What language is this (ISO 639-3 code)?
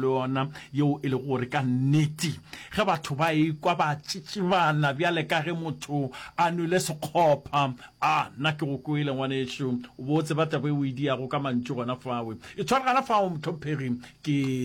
nso